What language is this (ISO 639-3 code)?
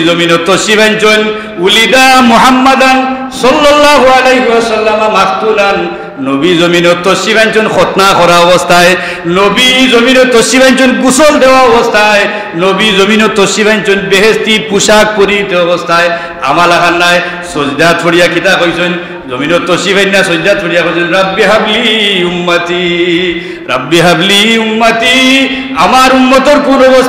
syl